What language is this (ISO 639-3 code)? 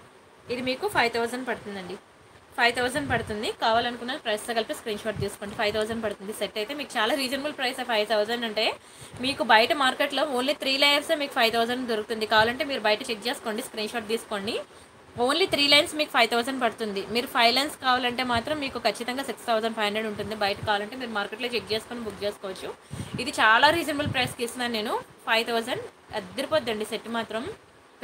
tel